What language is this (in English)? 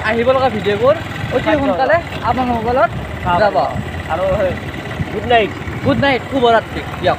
Assamese